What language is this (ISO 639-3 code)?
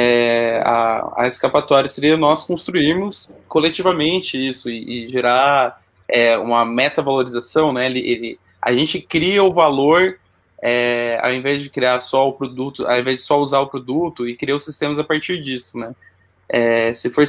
por